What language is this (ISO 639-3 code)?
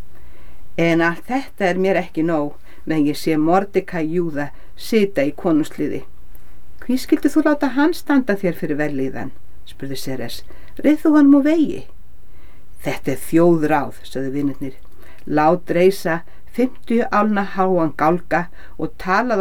isl